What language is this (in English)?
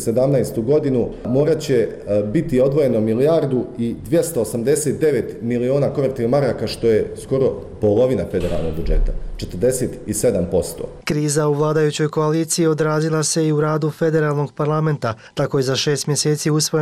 Bosnian